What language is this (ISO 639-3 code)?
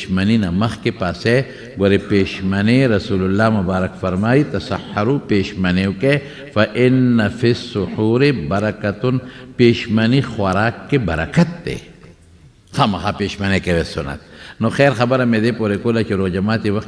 pus